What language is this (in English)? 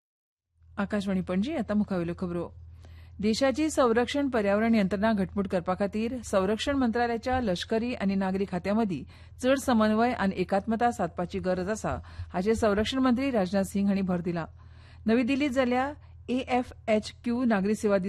Konkani